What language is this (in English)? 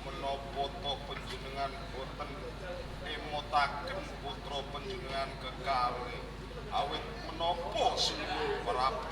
Javanese